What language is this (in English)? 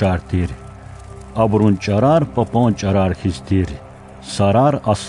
Lezghian